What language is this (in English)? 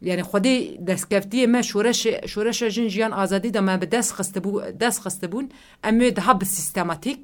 Kurdish